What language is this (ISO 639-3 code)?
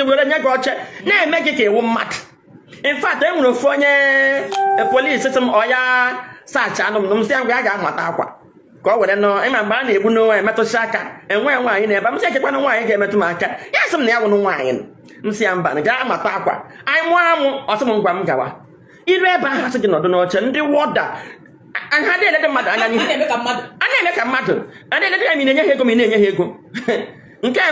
ibo